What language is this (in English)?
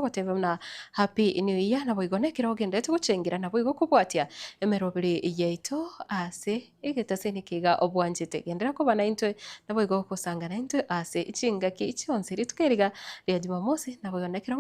Gusii